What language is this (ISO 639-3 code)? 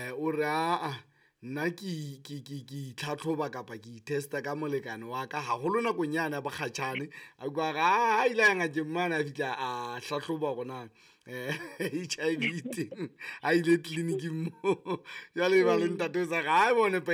sot